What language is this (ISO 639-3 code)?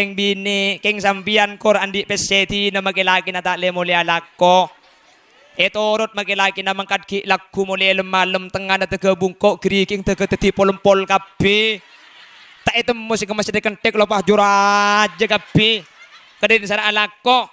mad